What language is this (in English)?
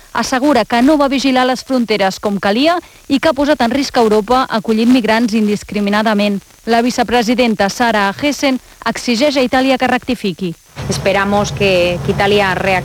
Catalan